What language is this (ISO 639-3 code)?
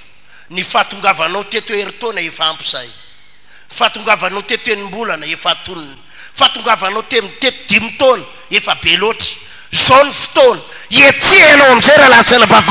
mlg